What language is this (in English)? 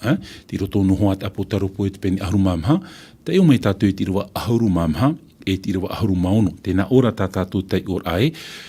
Tahitian